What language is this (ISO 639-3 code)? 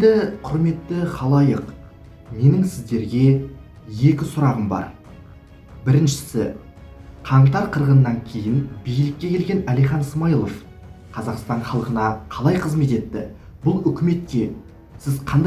kaz